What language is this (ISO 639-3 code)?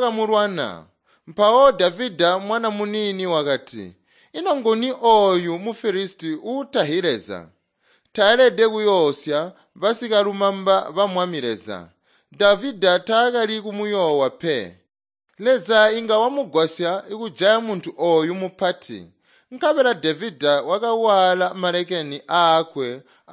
toi